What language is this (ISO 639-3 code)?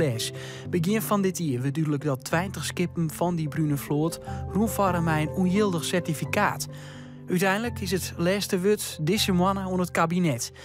fry